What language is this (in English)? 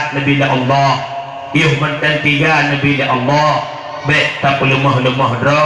Achinese